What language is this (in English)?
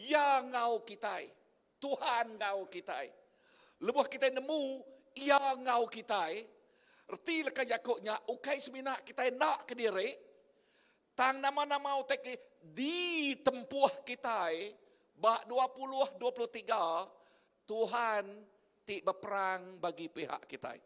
Iban